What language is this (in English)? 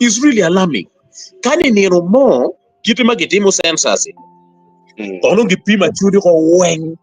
Acoli